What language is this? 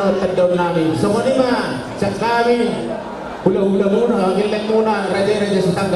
Batak Toba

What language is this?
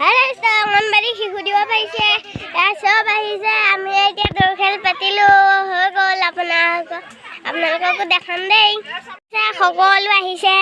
Assamese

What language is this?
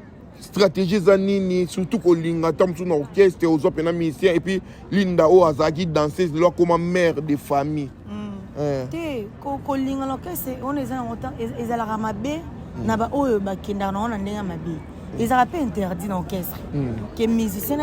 Lingala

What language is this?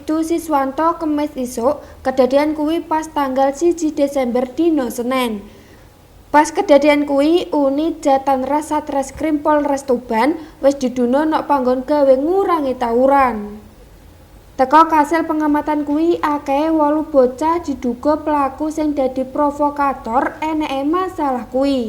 Javanese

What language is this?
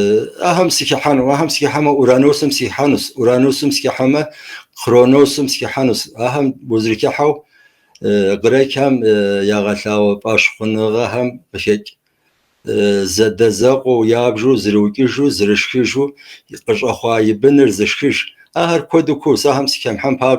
Kabardian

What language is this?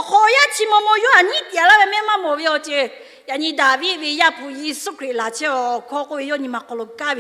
Lahu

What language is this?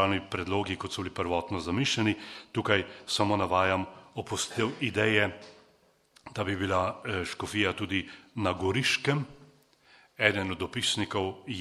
Slovenian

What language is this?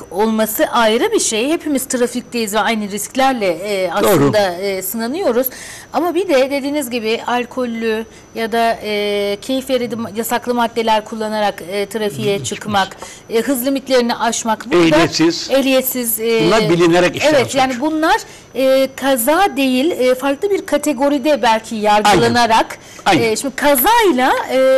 Turkish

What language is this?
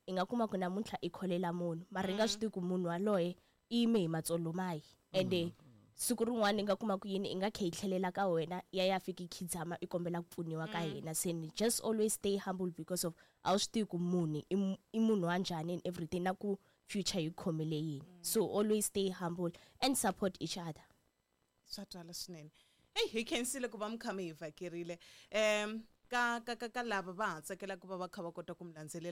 Tsonga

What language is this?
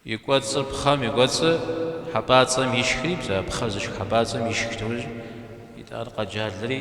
Kabardian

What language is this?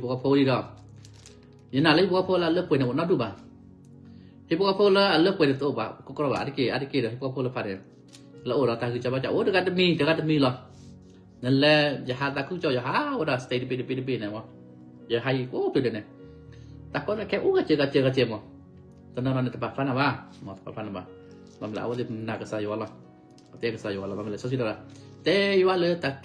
S'gaw Karen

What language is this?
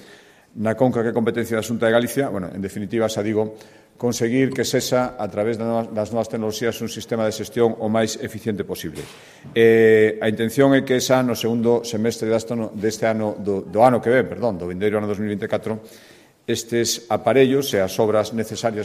Galician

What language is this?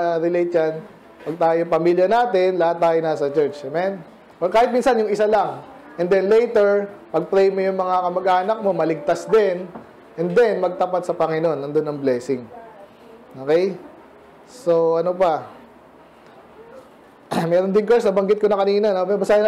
Filipino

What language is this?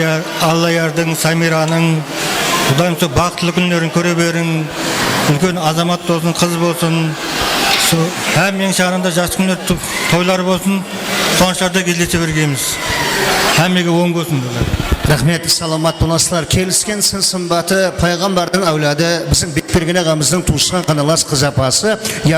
Kara-Kalpak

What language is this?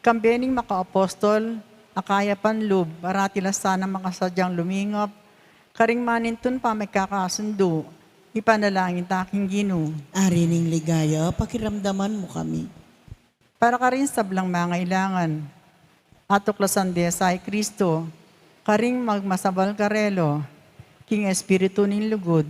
Pampanga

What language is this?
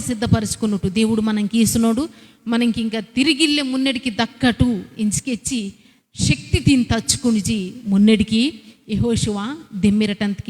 Koya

